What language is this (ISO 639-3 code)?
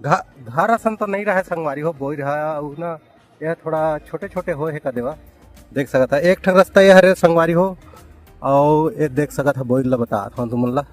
hne